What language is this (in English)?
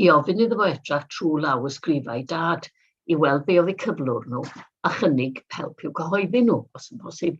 Welsh